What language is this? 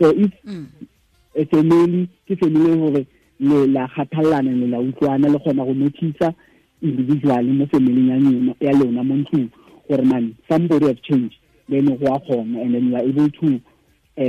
Tswana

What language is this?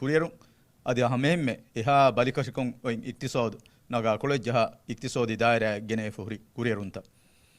Divehi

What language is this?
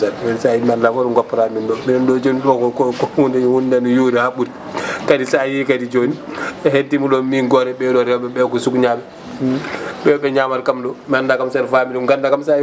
Fula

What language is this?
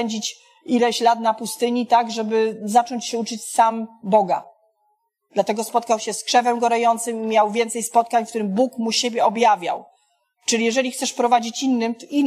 Polish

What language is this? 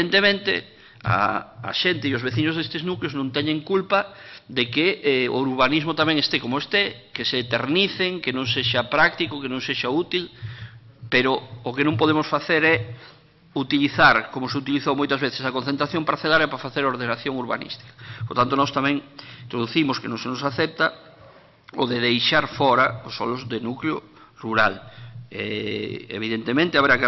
Galician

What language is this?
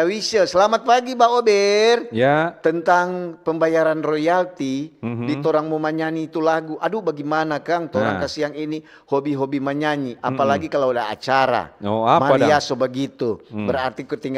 Manado Malay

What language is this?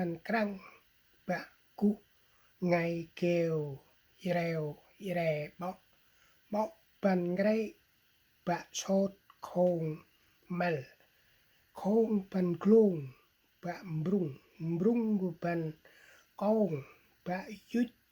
Central Mnong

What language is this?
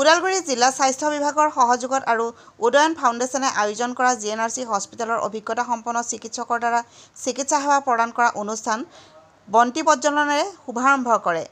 Assamese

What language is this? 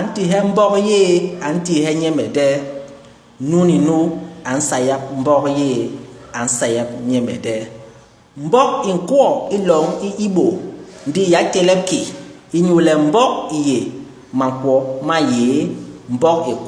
Basaa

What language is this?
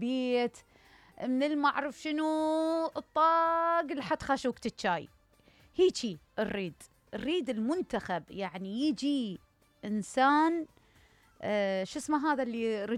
Mesopotamian Arabic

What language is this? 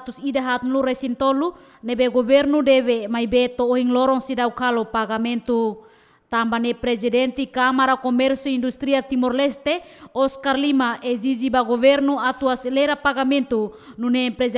Tetum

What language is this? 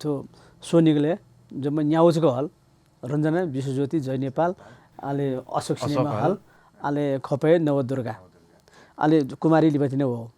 Newari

